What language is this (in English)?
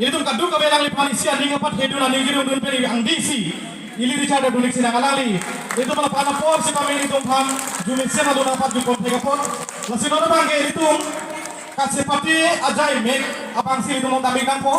Karbi